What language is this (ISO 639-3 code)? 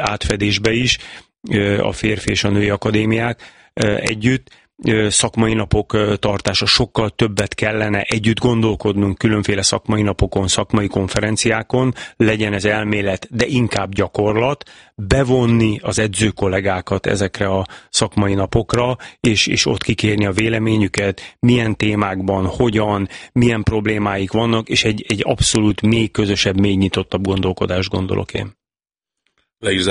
hun